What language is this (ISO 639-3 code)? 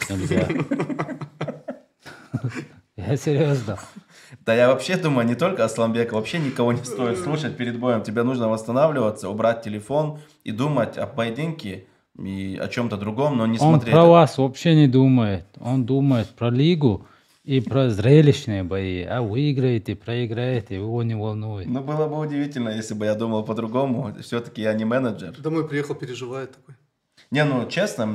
rus